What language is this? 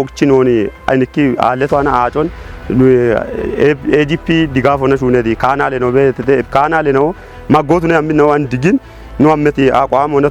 Kafa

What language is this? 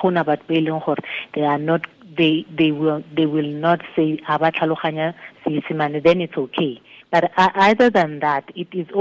Tswana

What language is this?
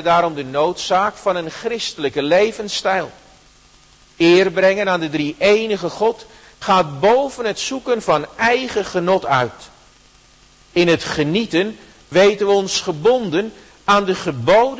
Dutch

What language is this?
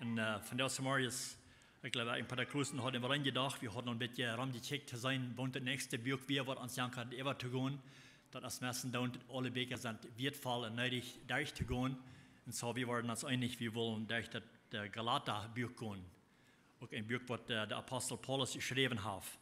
Plautdietsch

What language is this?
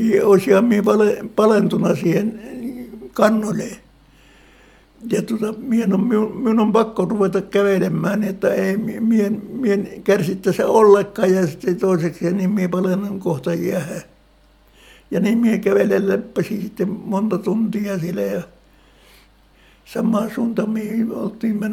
Finnish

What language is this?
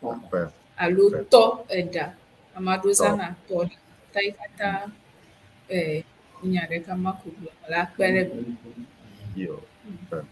Ewe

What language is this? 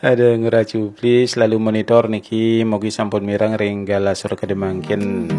Balinese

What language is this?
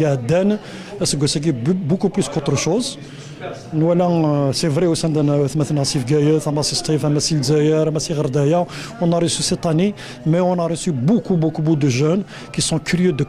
Kabyle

